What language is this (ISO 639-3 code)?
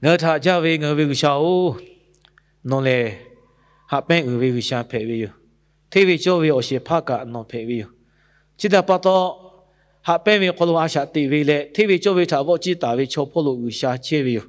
lhu